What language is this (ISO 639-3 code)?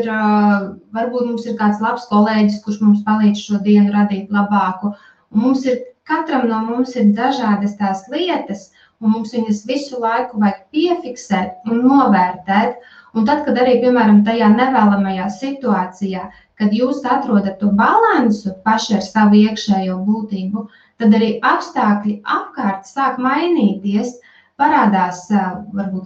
lav